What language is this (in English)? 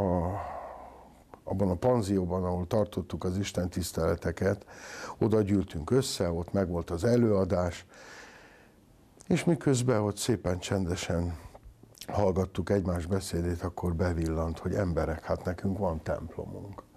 Hungarian